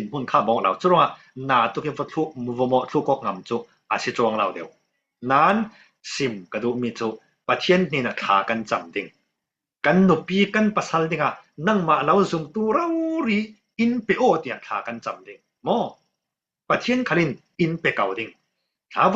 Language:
Falam Chin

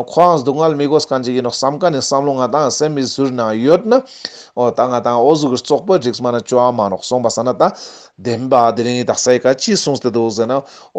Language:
Ladakhi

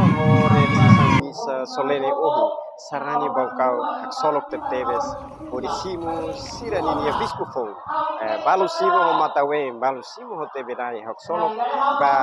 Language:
Tetum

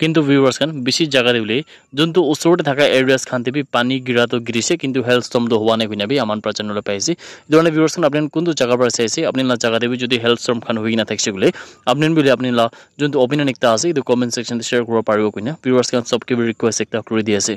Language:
Naga Pidgin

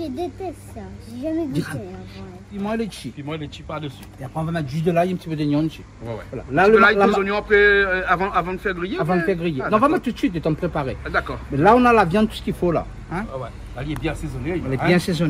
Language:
Réunion Creole French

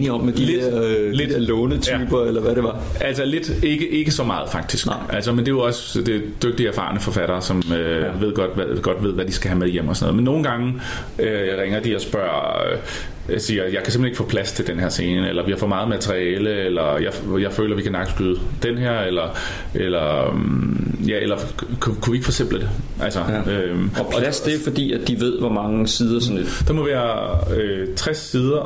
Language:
Danish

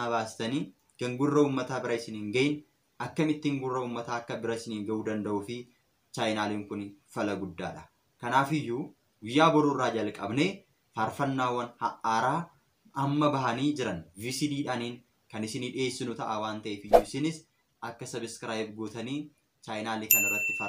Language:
Oromo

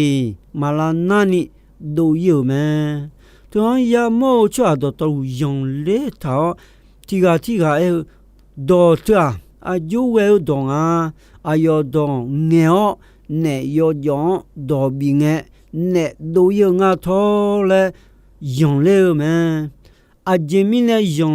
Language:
Akha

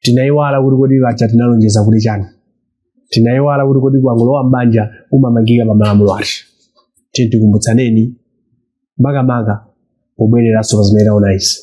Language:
Nyanja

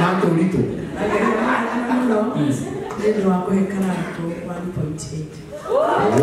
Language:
Kikuyu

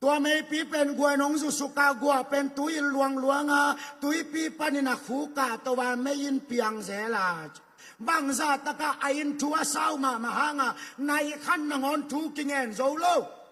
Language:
Tedim Chin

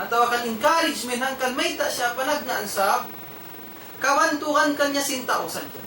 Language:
Tausug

